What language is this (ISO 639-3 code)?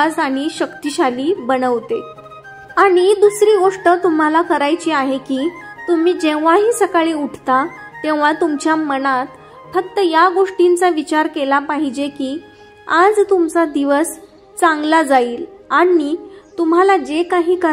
mar